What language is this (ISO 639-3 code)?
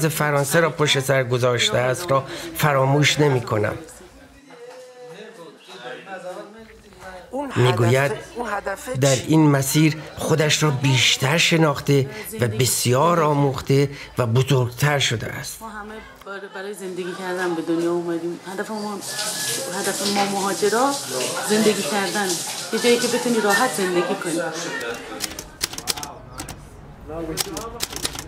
fas